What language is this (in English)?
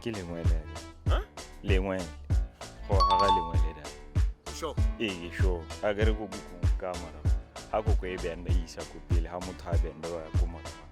Tswana